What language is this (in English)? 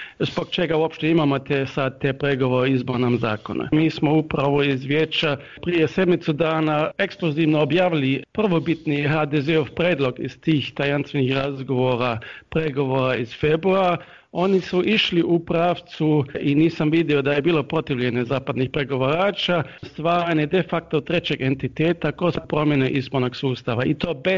Bosnian